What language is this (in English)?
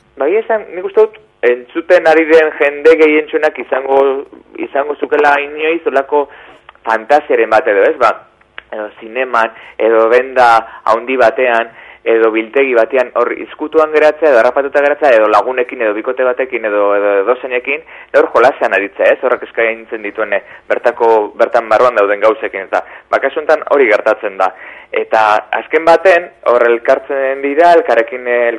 Basque